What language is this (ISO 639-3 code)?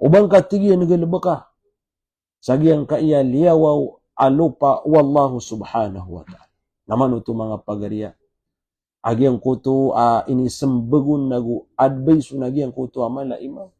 mrw